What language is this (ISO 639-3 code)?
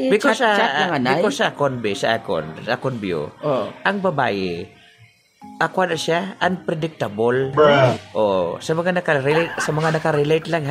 hil